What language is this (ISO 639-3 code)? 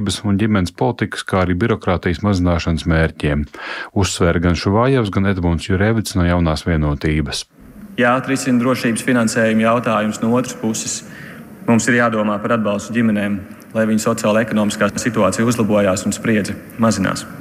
lav